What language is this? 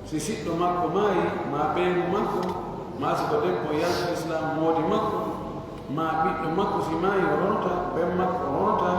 Pular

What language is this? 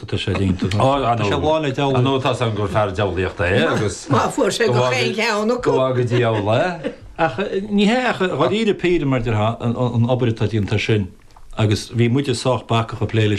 Irish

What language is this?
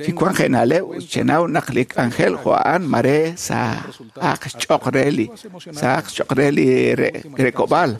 Kekchí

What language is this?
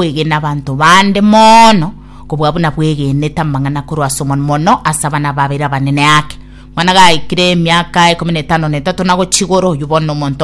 Gusii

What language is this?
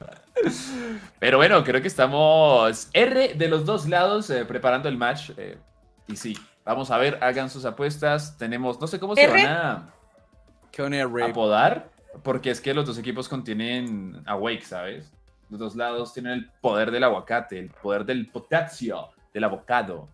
Spanish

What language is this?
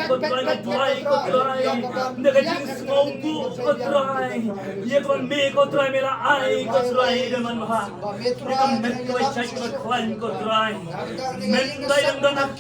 Khasi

